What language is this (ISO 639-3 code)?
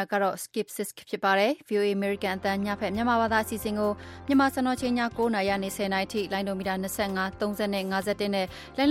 mya